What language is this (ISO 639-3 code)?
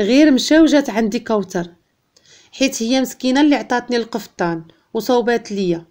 ary